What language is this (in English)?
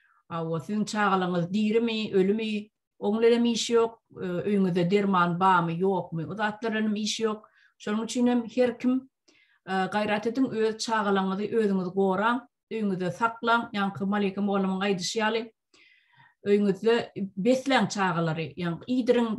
Turkmen